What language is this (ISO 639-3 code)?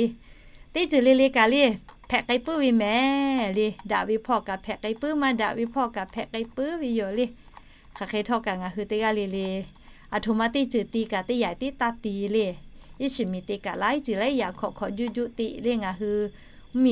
lhu